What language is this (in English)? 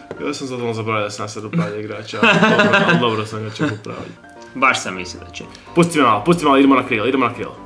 Croatian